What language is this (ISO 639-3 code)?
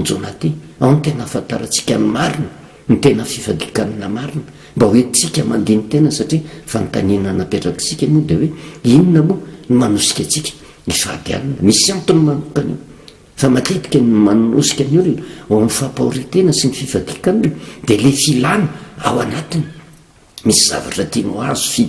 mlg